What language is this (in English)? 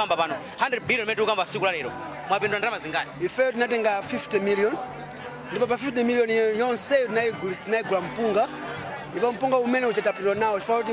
Nyanja